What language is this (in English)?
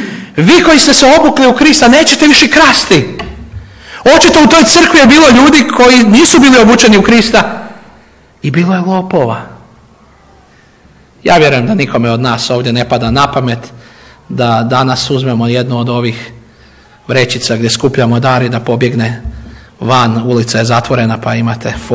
Croatian